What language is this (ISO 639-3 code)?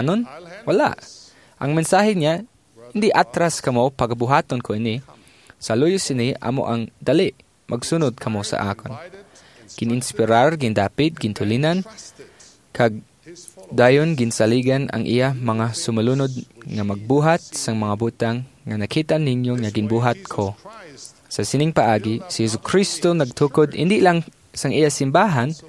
hil